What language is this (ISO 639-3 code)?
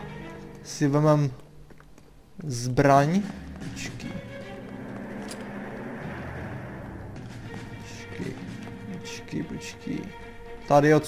ces